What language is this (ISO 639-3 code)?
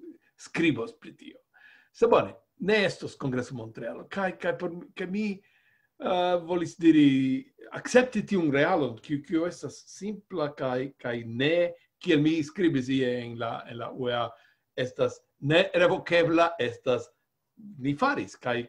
epo